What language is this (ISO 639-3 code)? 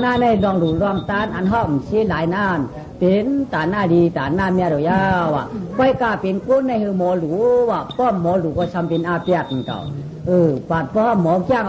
shn